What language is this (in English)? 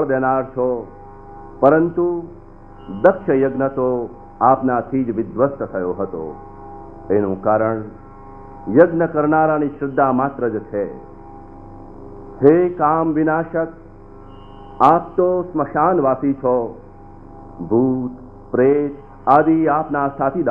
Gujarati